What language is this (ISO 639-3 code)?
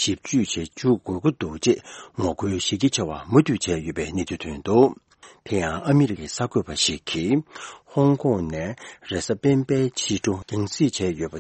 bod